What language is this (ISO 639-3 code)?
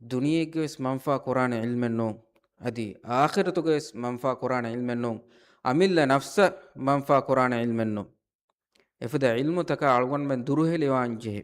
div